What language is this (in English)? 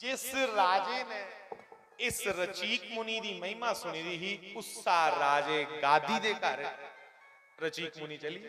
Dogri